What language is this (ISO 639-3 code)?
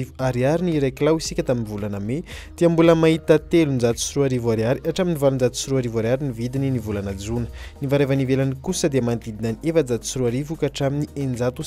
mlg